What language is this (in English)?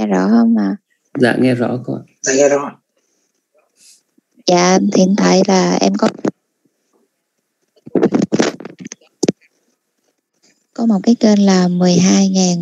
Vietnamese